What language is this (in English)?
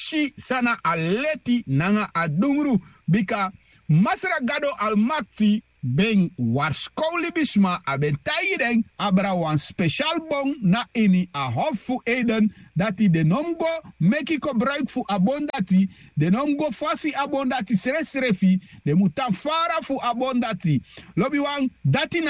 Sranan Tongo